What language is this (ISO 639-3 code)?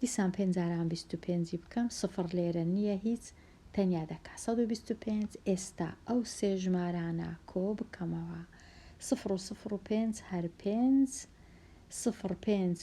ckb